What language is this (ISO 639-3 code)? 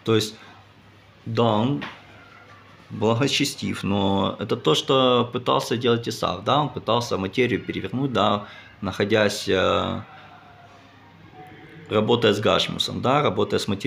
rus